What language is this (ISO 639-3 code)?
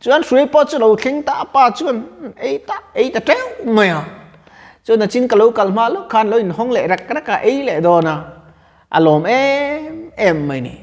lus